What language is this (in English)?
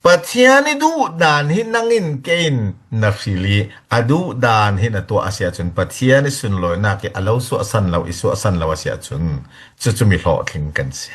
Falam Chin